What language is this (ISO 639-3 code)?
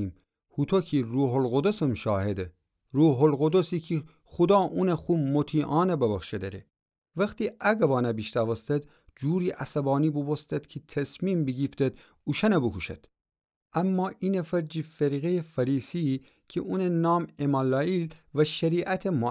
glk